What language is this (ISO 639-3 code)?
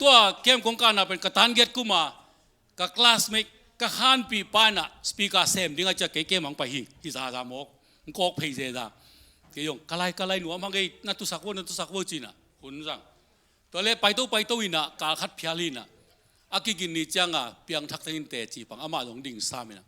ctd